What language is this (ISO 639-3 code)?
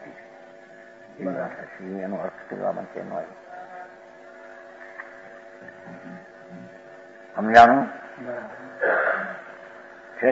guj